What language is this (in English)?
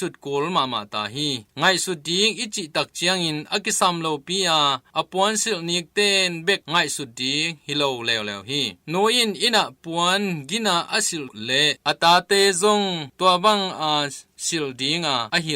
Tedim Chin